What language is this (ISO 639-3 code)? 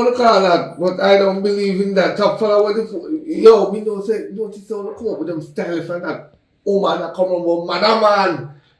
jam